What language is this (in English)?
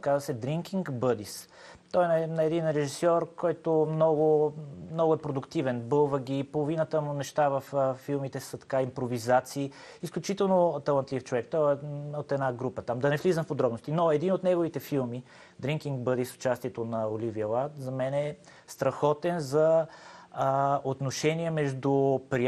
Bulgarian